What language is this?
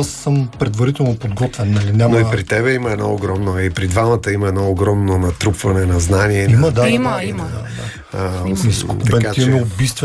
Bulgarian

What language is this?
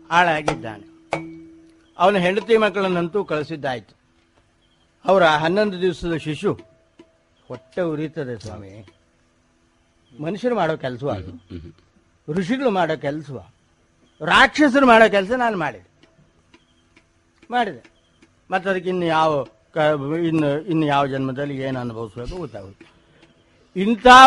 Kannada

